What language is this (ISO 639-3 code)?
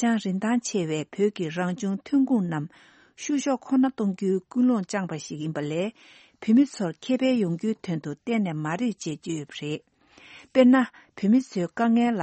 bod